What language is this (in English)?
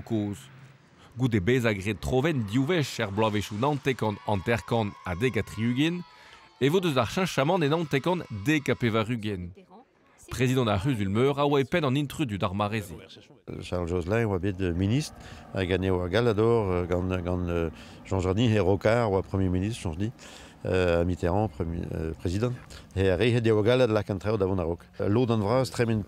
Breton